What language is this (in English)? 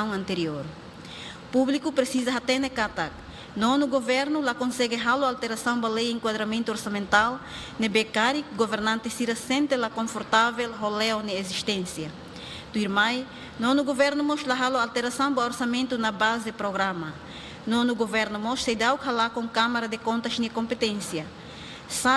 Tetum